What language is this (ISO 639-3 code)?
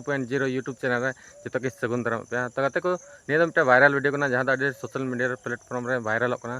sat